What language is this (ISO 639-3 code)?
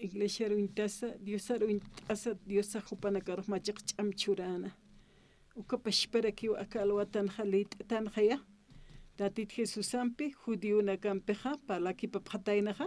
aym